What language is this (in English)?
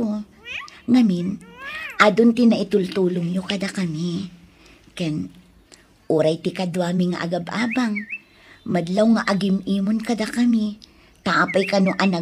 Iloko